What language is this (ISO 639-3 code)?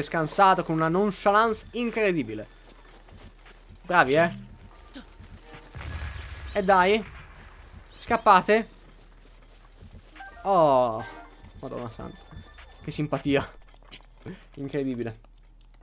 ita